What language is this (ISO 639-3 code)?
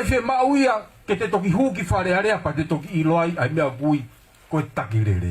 ton